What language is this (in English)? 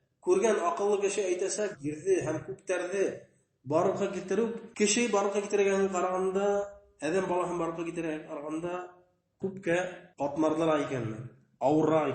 Bashkir